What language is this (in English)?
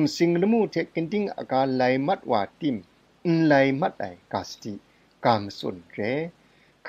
Kachin